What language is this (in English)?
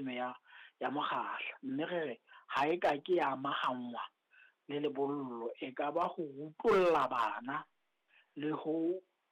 Southern Sotho